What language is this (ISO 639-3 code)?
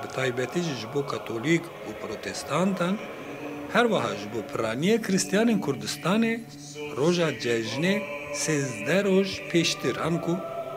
kur